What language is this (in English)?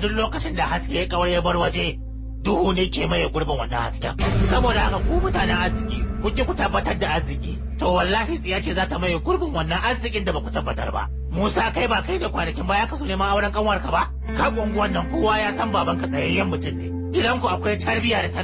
Hausa